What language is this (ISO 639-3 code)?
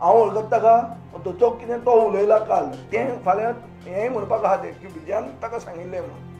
kok